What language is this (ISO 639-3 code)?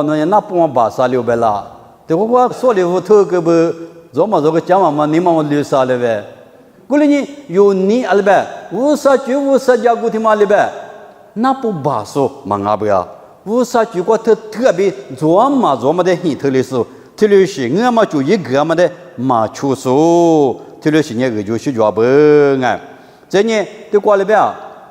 lis